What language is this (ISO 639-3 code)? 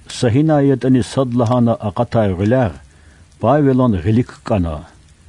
lez